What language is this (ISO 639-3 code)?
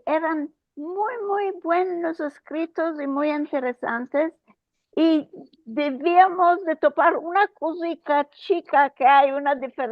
lad